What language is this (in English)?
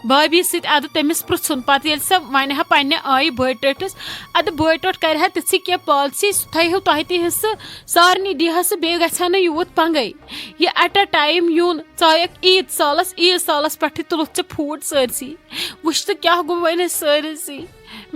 Kashmiri